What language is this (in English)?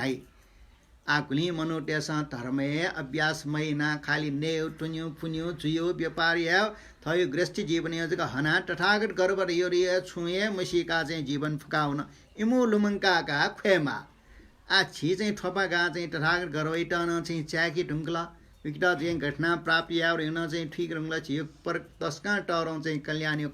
Newari